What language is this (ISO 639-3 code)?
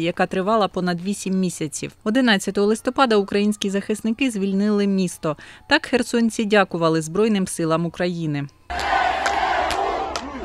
ukr